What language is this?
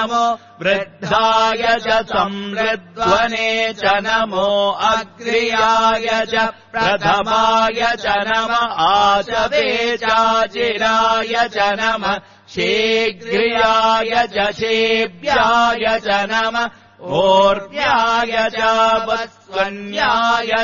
Sanskrit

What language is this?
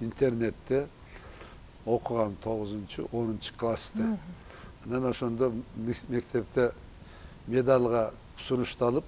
Kyrgyz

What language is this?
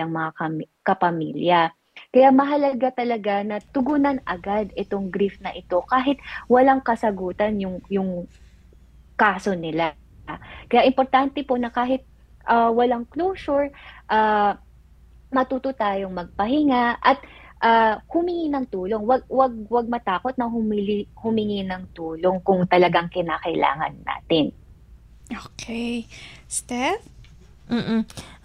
Filipino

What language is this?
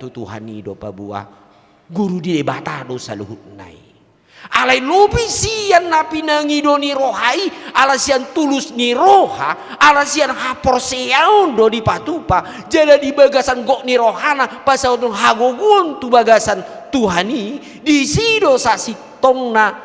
Batak Toba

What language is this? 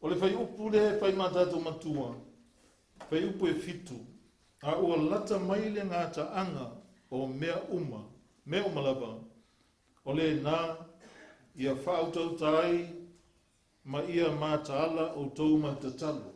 Samoan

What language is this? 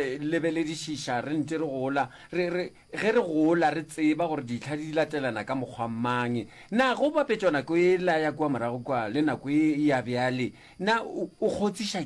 Northern Sotho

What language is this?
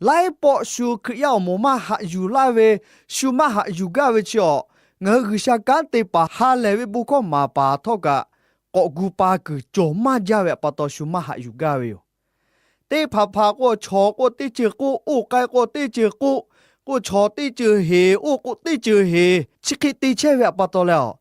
Lahu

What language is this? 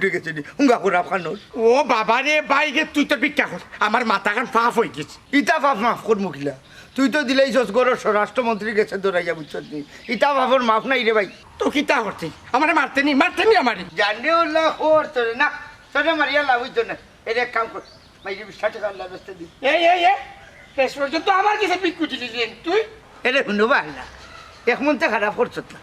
Sylheti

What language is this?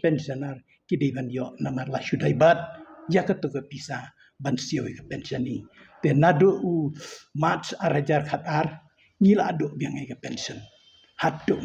Khasi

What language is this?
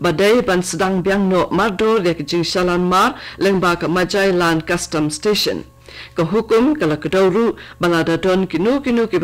Khasi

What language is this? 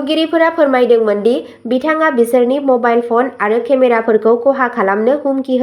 Bodo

